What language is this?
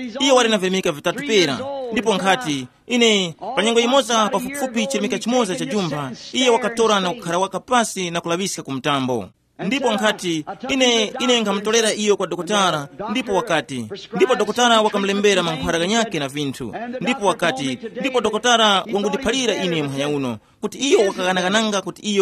Tumbuka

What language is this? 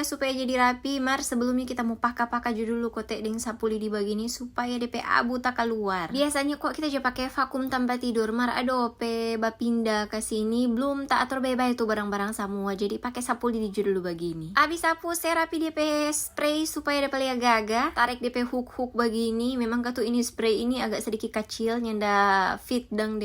Manado Malay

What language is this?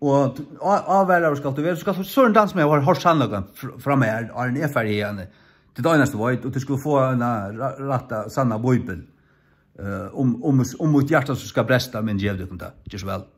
Faroese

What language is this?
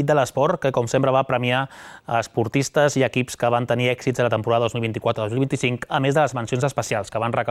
Catalan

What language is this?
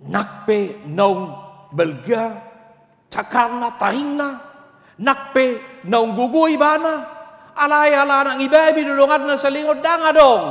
Batak Toba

